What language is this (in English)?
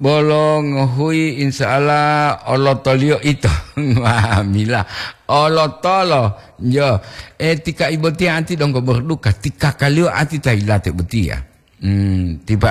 Gorontalo